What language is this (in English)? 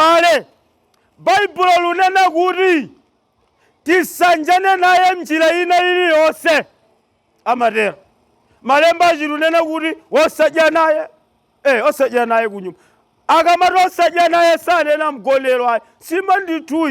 Nyanja